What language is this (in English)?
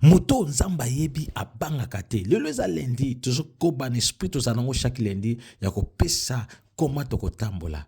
Lingala